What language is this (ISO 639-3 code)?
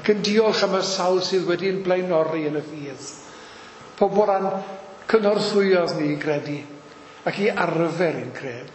cym